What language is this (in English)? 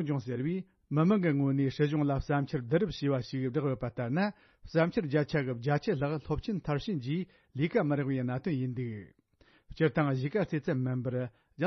Tibetan